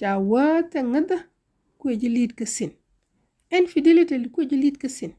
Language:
Nuer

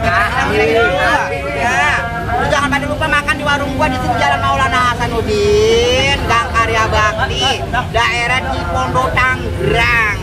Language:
Betawi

